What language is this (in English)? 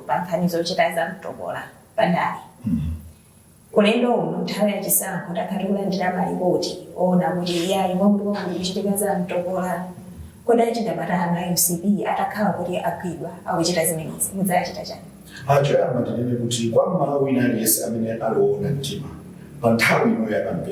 Nyanja